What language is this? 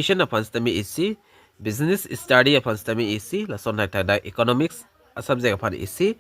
Karbi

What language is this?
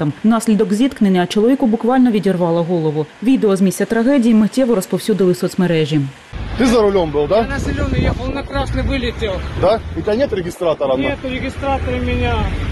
Ukrainian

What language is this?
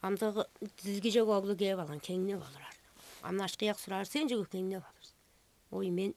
Tuvinian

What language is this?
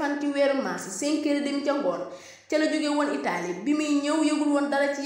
Wolof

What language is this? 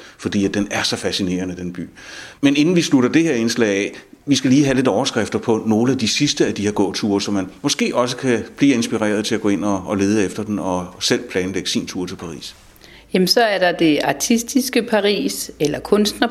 Danish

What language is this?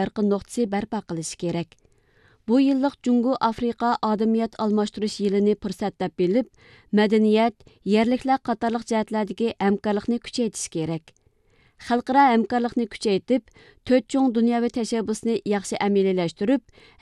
Uyghur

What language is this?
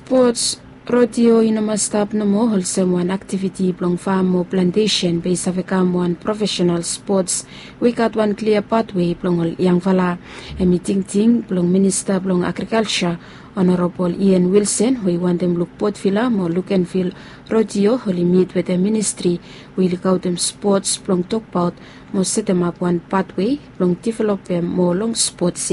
Bislama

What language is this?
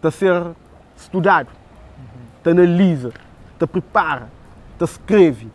Kabuverdianu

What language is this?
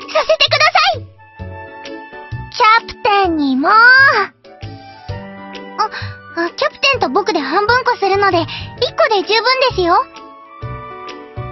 Japanese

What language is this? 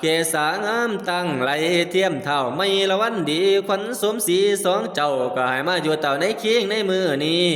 Northeastern Thai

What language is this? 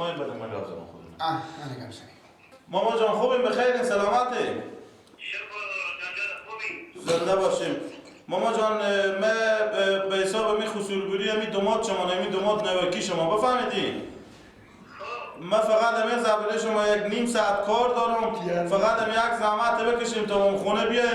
Persian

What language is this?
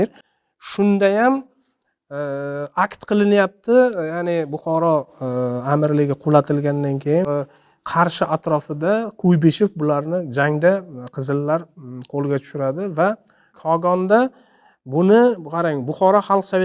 Uzbek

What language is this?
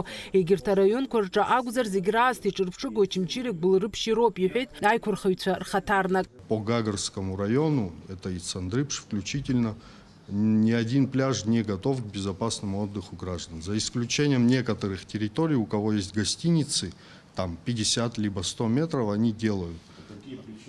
Abkhazian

